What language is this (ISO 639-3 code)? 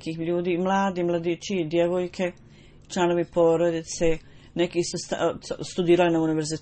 bos